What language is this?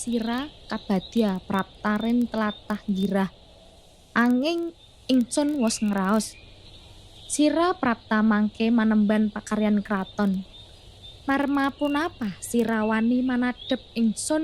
Javanese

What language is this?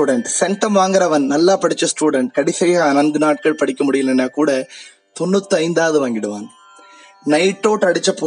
Tamil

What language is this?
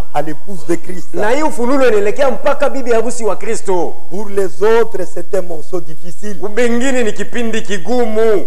Swahili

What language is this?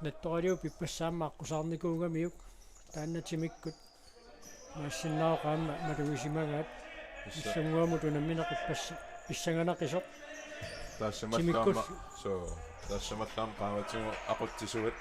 Kalaallisut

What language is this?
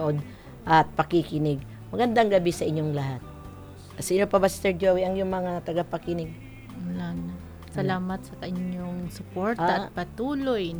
Filipino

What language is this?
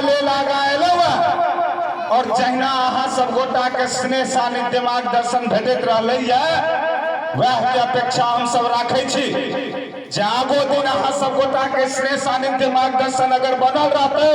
Maithili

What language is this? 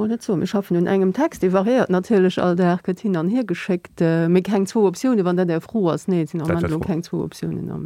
Luxembourgish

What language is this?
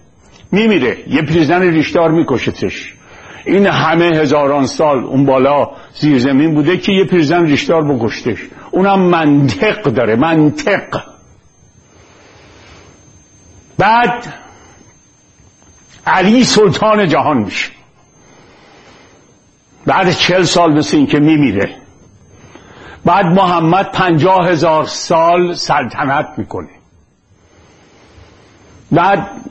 Persian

